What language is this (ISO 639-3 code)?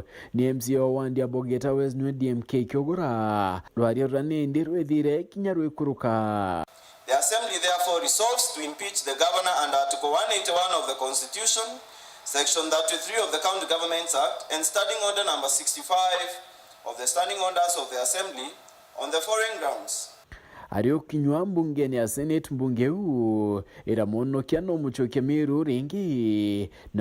mer